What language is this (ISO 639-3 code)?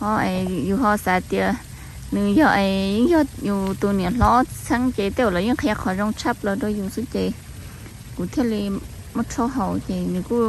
hmn